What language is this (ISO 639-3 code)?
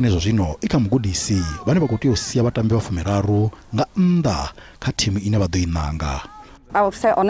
ven